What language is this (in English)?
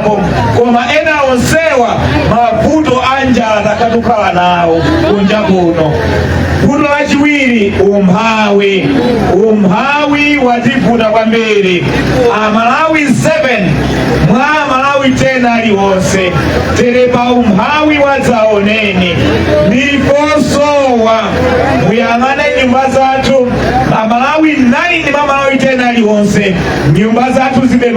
Nyanja